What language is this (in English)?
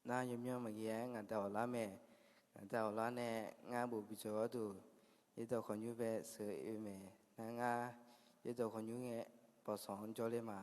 Akha